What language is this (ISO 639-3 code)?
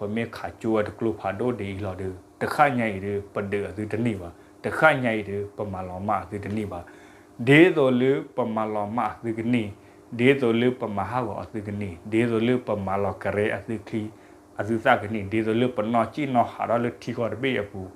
ksw